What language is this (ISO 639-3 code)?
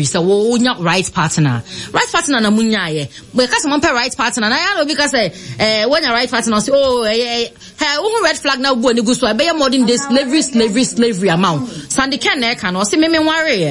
aka